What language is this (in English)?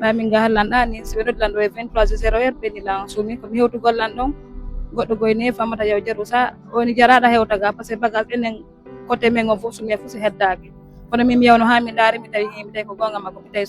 Fula